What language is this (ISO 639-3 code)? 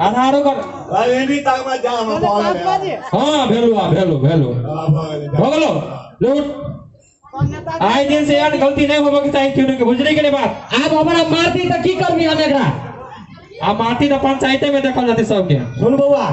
mai